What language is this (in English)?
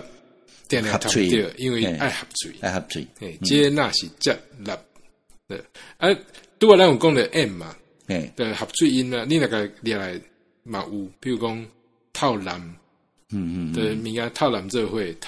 Min Nan Chinese